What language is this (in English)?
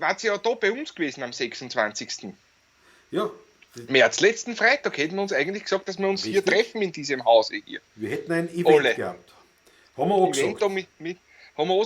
Bavarian